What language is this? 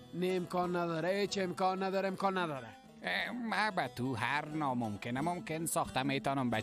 Persian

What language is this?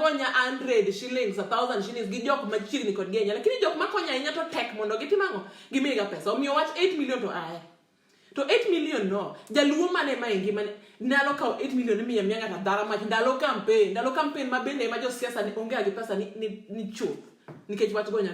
Luo (Kenya and Tanzania)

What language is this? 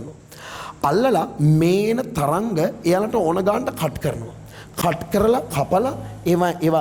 Sinhala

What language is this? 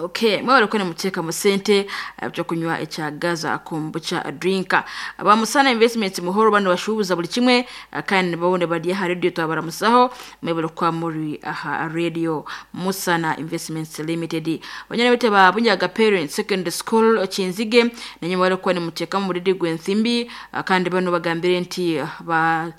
Nyankole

